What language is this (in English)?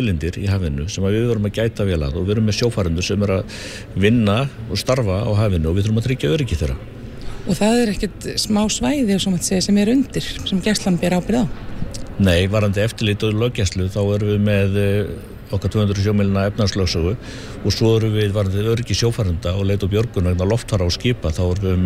Icelandic